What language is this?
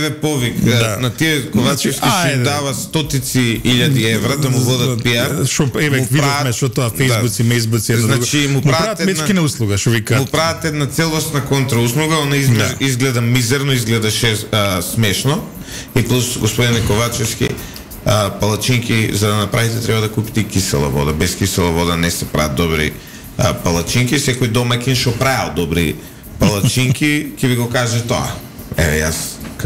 Macedonian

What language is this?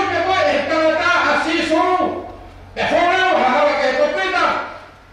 Tongan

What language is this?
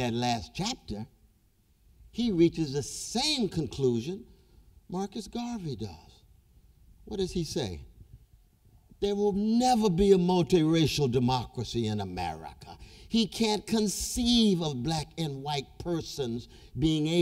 English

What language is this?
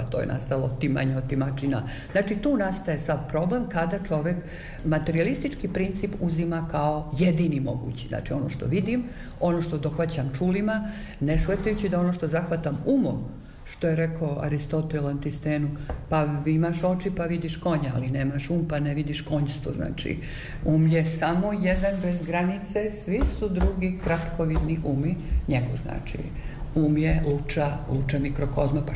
Serbian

